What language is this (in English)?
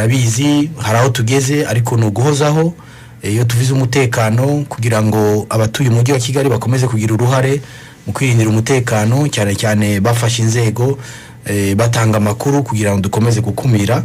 Kinyarwanda